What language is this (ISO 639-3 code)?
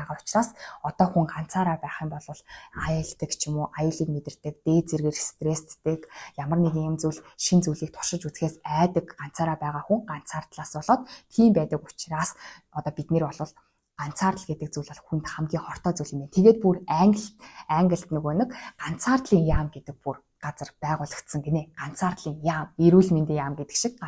mon